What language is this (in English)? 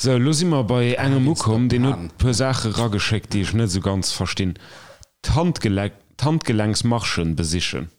Luxembourgish